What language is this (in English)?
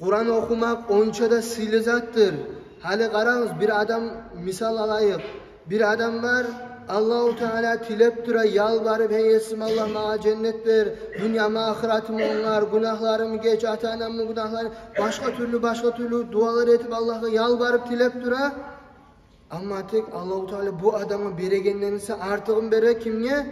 Kumyk